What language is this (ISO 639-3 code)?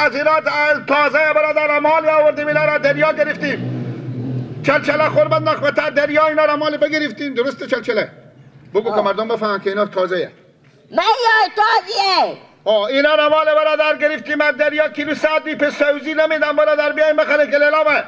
fas